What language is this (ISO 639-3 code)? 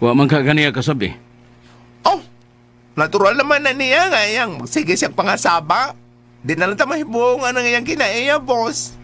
ceb